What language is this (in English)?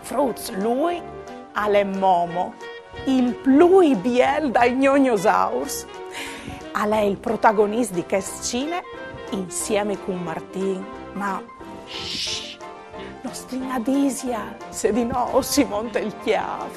Friulian